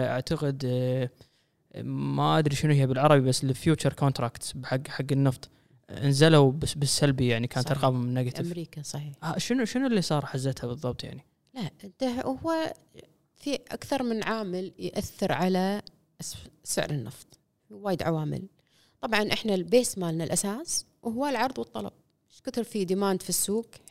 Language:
Gulf Arabic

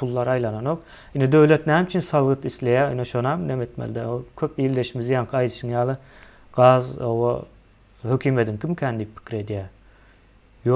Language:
Turkmen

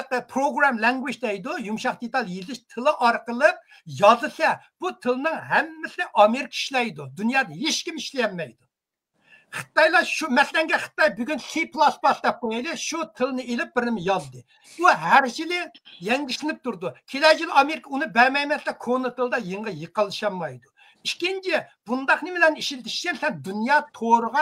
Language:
Uyghur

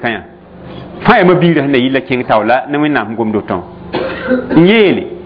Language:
Mossi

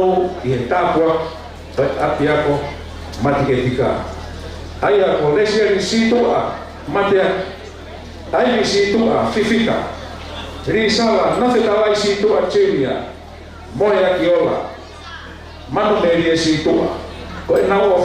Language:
Tongan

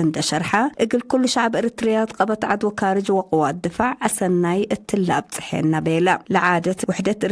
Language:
Tigre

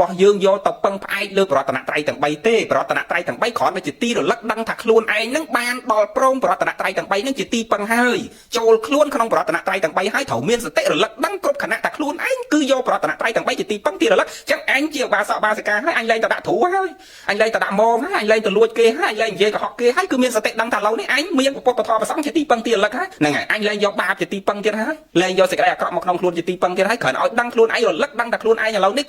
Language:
Khmer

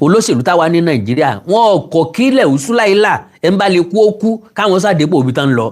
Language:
Yoruba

